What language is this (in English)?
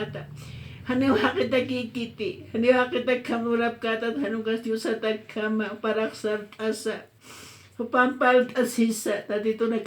Aymara